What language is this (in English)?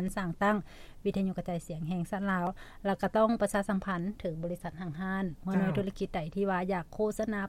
Lao